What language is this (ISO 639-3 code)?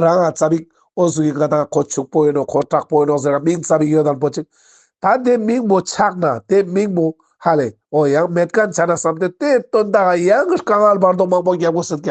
lbj